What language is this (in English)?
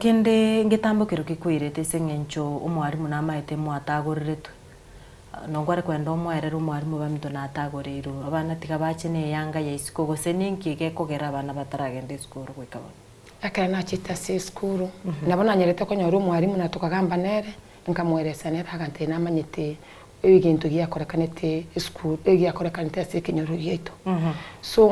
Gusii